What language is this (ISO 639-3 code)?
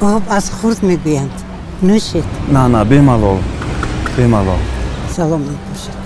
tgk